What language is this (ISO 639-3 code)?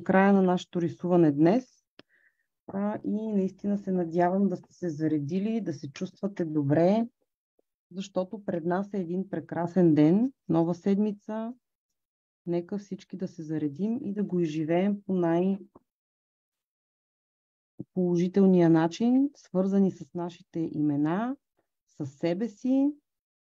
bul